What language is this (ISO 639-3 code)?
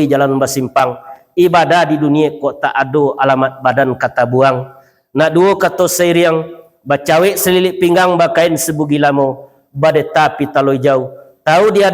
min